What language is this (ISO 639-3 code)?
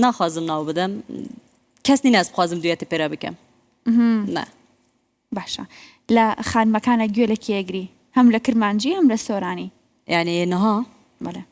kur